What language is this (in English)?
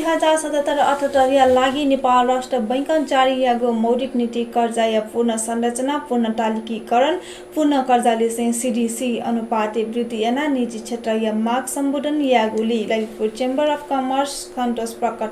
Newari